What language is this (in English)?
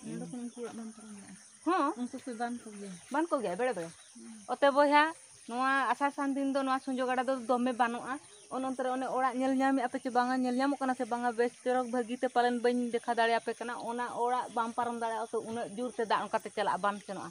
Santali